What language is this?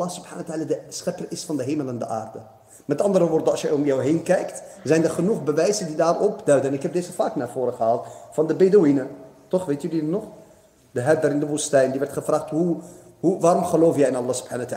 Dutch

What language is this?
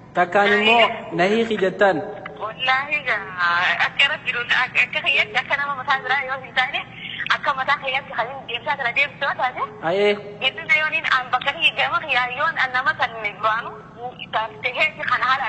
Oromo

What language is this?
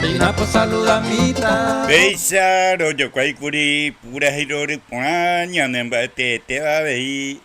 Guarani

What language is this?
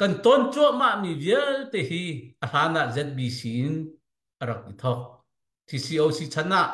Hakha Chin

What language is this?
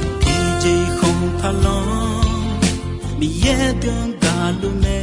Akha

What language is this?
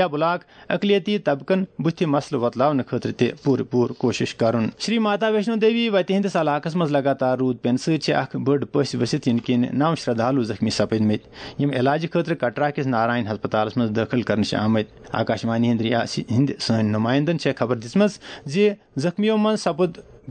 Kashmiri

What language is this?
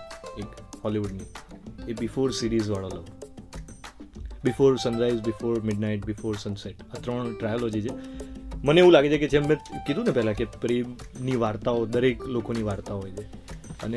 Gujarati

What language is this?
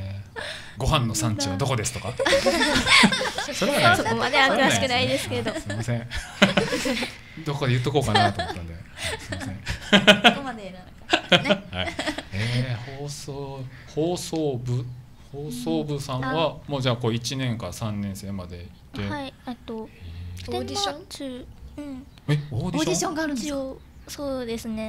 Japanese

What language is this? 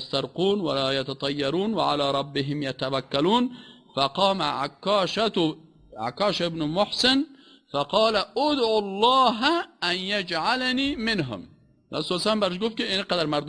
Persian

